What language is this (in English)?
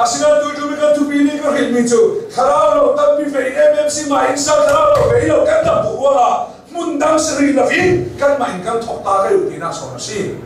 Hakha Chin